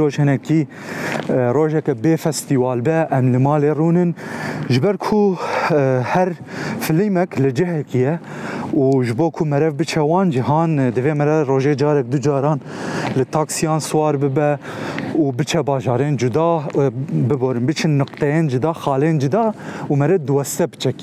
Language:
Kurdish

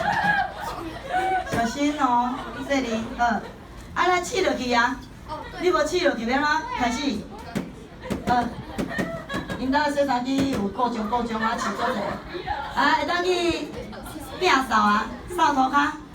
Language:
Min Nan Chinese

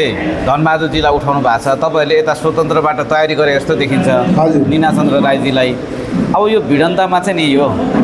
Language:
Nepali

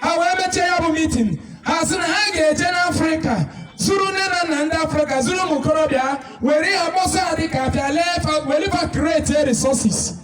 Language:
Igbo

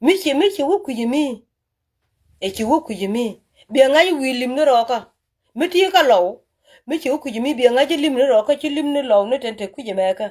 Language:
Nuer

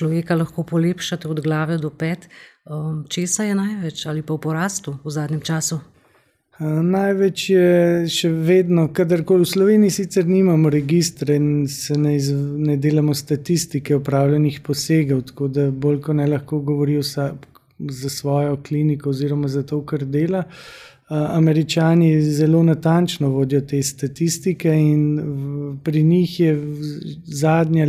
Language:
Slovenian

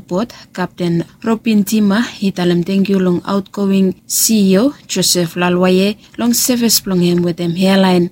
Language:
Bislama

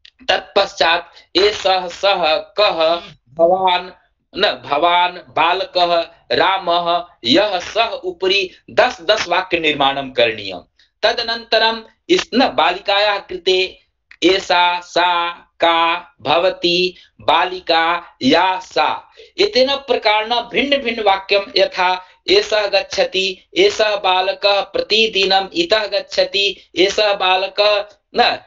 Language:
Sanskrit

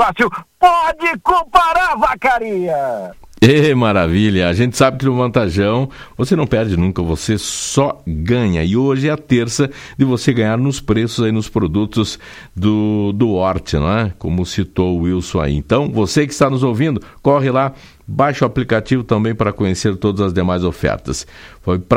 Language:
Portuguese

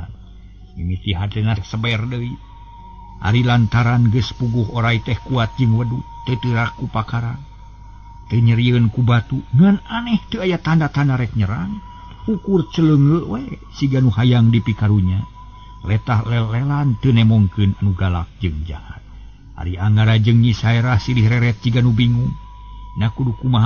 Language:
Sundanese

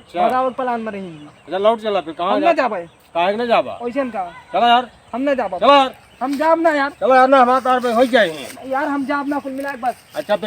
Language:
Awadhi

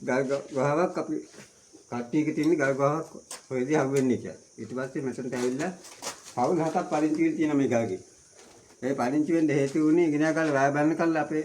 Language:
Sinhala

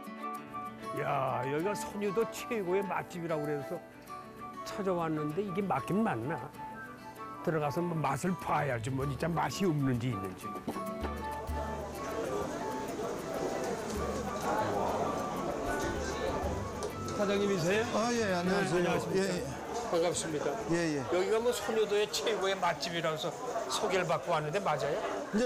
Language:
Korean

